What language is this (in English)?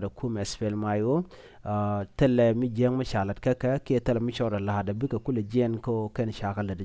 Nuer